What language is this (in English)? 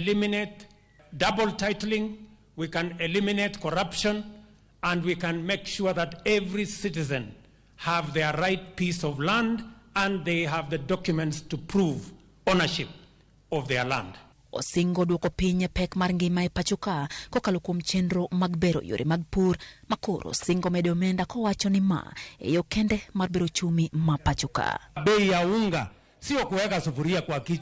Luo (Kenya and Tanzania)